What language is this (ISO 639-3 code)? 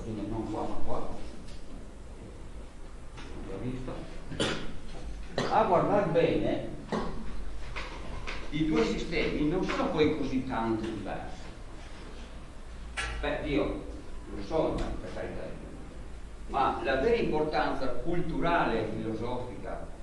ita